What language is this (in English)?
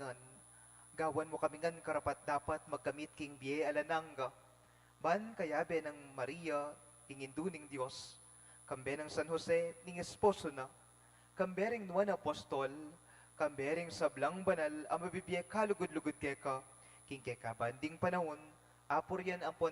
Pampanga